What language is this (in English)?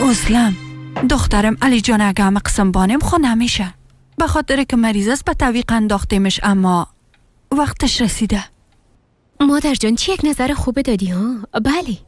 Persian